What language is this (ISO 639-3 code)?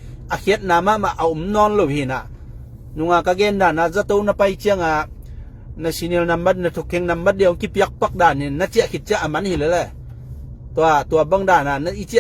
ctd